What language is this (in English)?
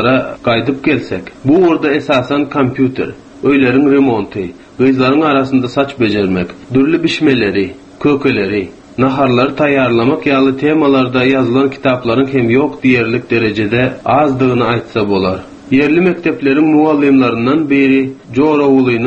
Turkmen